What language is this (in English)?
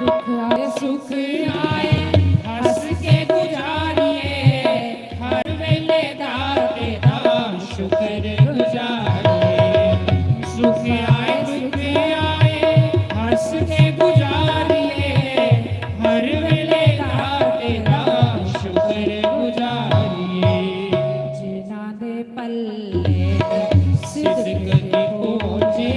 Dogri